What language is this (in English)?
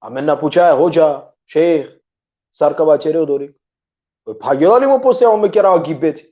Balkan Romani